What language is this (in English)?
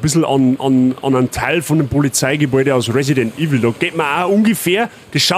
Bavarian